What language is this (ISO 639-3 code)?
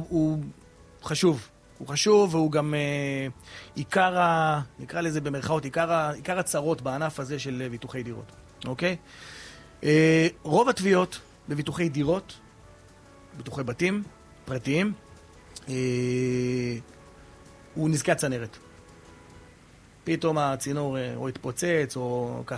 heb